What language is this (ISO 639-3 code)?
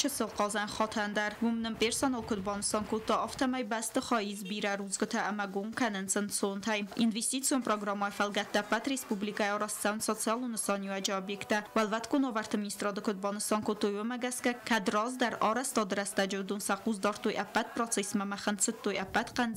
oss